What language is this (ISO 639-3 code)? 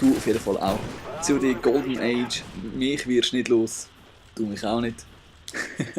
gsw